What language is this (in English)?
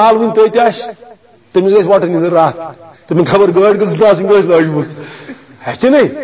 Kashmiri